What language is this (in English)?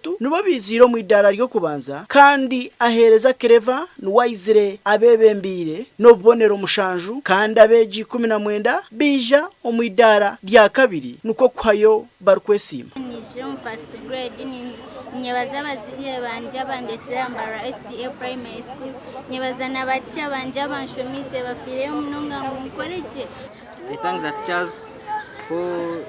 Nyankole